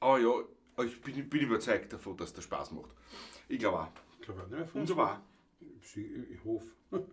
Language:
Bavarian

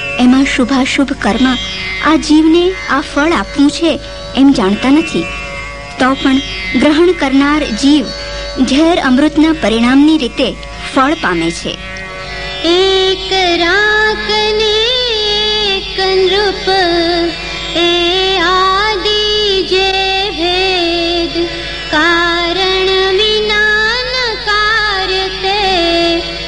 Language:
Gujarati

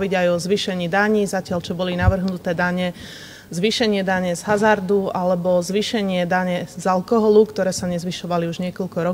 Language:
Slovak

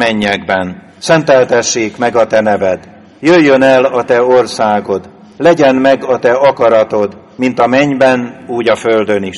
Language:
Hungarian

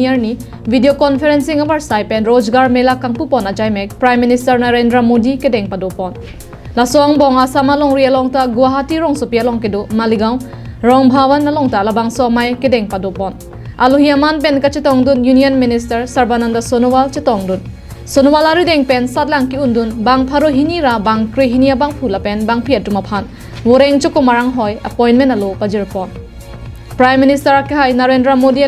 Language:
Karbi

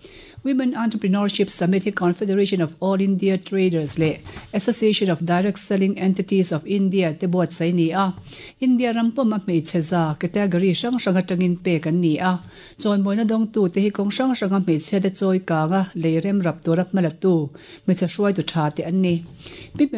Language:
Mizo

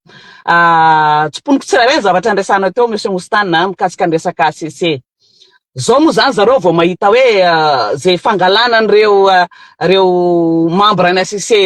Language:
Malagasy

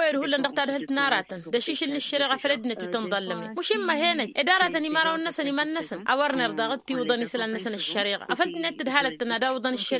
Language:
Tamasheq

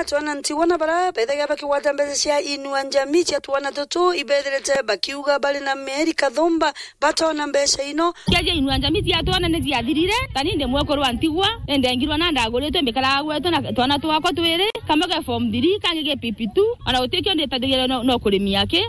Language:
Meru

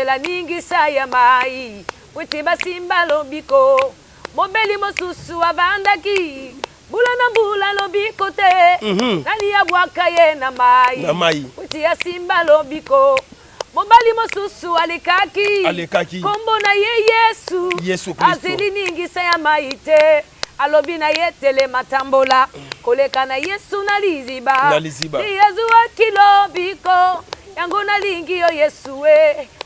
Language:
Lingala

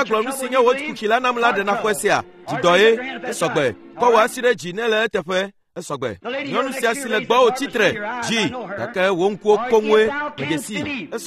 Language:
Ewe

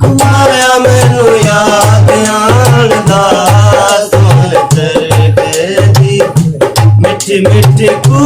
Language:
Saraiki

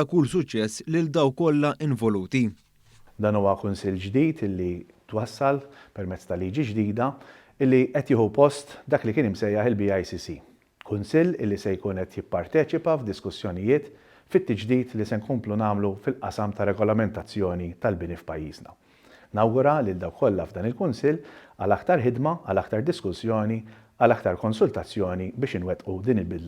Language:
Maltese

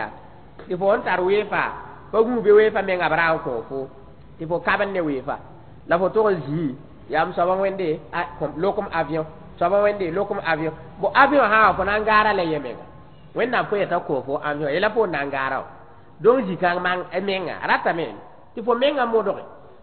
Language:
Mossi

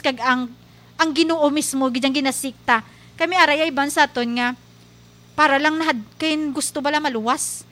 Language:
Hiligaynon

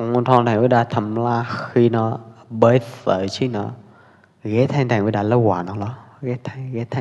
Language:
Pwo Eastern Karen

